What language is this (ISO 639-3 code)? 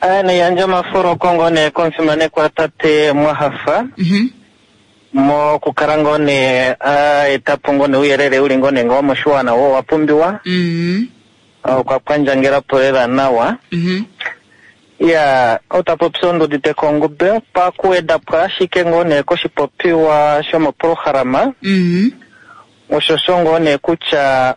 kua